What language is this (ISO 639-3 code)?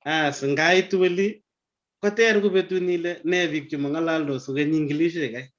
kln